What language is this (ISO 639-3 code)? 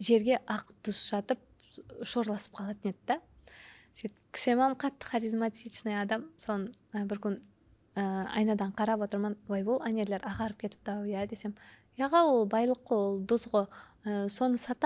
kaa